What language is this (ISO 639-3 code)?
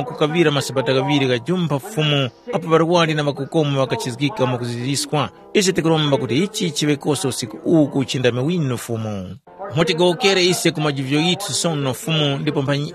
tum